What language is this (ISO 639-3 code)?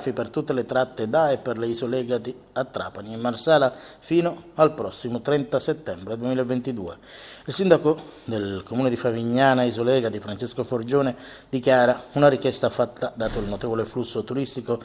ita